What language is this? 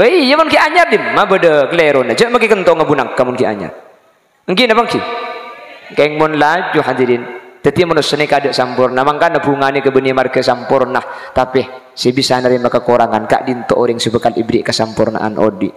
Madurese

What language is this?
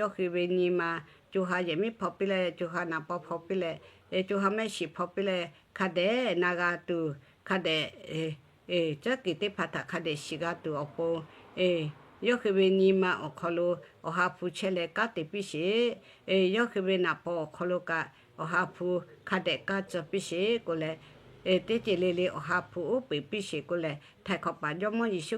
Lahu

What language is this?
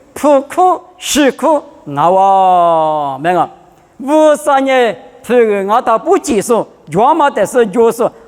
Lisu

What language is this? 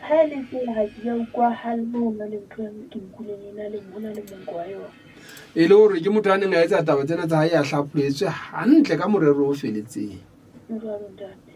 Southern Sotho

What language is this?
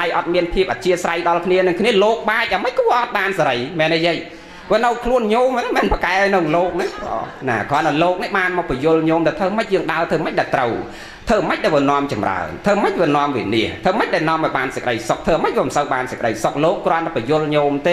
Khmer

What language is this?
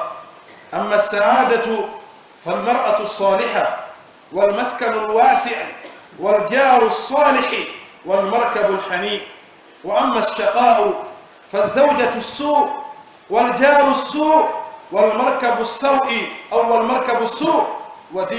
Pular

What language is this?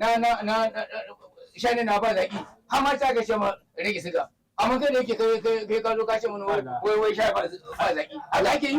Hausa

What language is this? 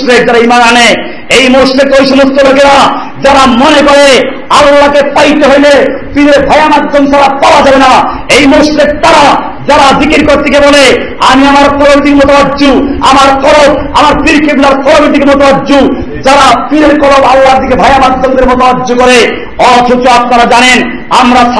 Bangla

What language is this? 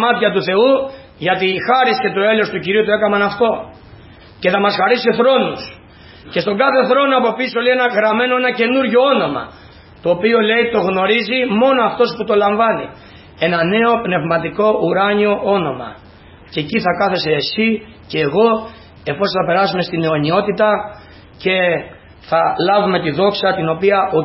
Greek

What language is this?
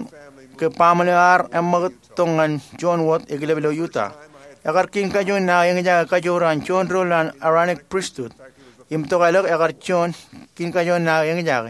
Marshallese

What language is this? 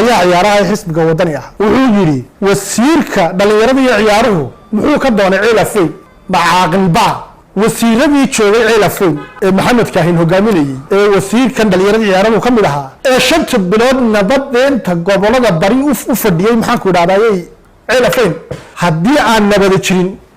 Somali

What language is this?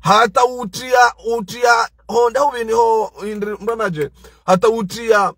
Ngazidja Comorian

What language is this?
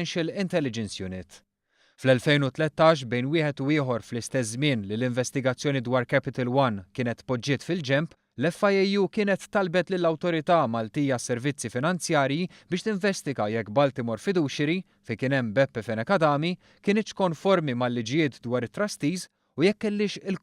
Maltese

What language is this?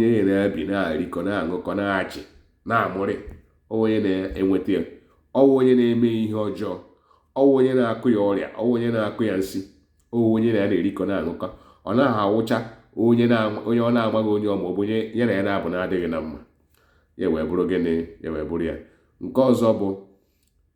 Igbo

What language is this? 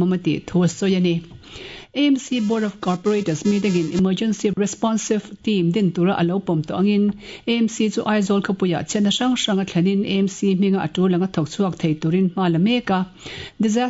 Mizo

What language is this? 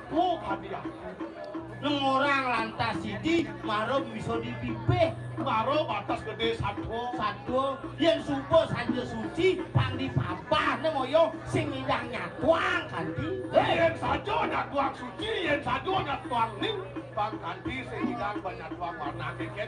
Balinese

